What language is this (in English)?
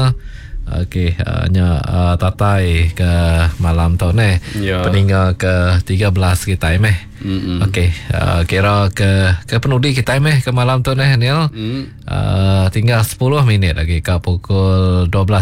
Iban